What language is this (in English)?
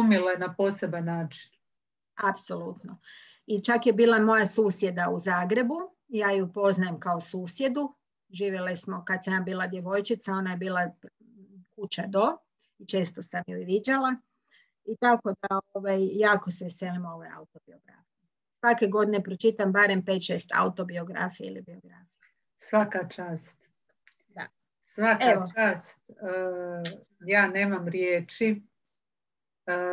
Croatian